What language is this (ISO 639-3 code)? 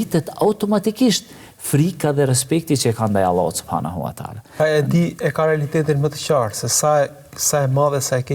sqi